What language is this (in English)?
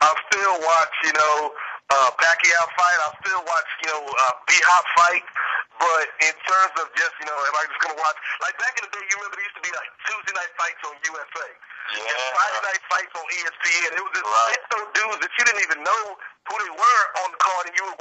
English